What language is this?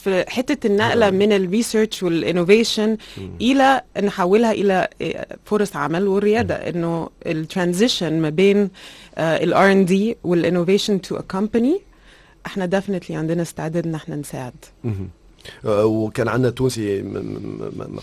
Tunisian Arabic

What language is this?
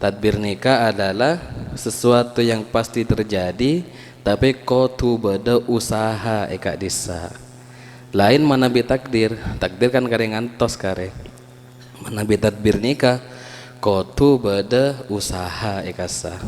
Madurese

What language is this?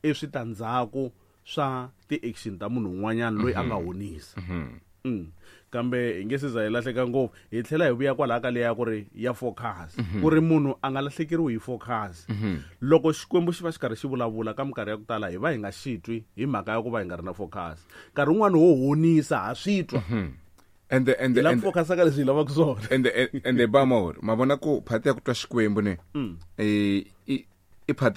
Tsonga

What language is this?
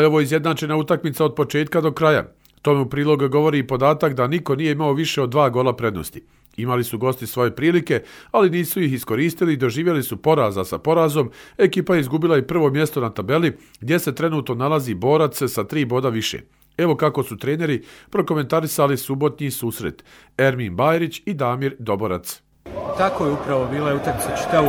Croatian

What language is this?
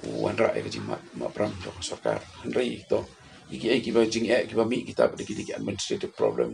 Khasi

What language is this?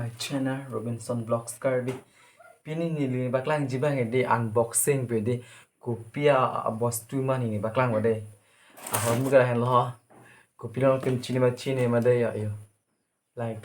Karbi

